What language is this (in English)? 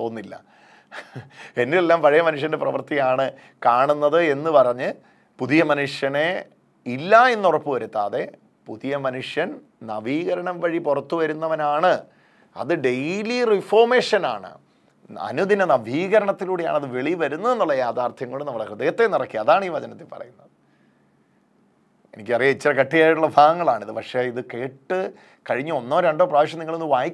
Malayalam